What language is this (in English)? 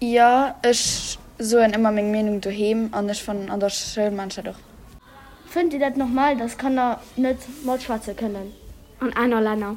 Luxembourgish